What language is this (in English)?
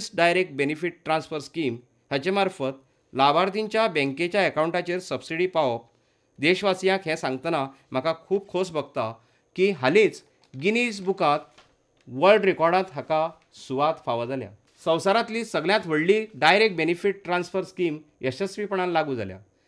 Konkani